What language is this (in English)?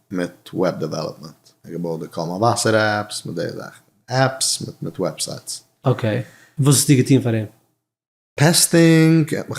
Yiddish